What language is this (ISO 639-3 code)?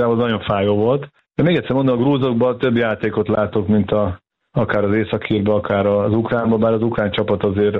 hun